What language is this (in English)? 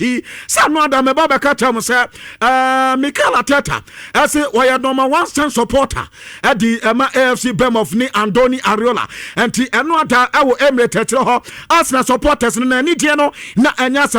Akan